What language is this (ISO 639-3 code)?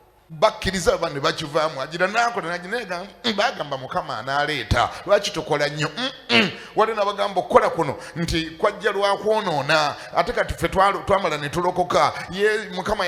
lug